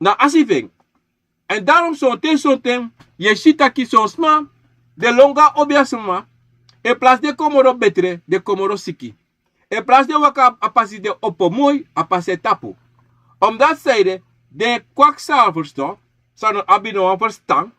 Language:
Sranan Tongo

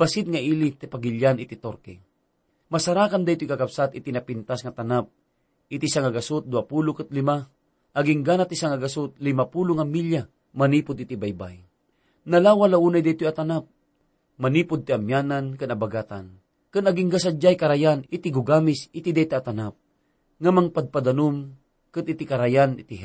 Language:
Iloko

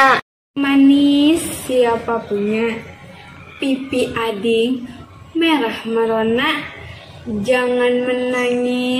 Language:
Banjar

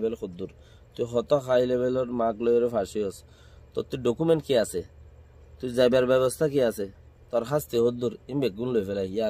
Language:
Rohingya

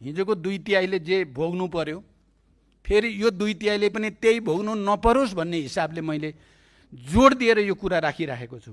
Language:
Nepali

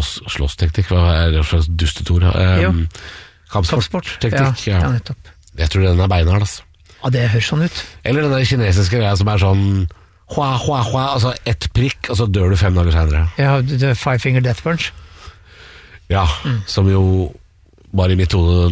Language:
Norwegian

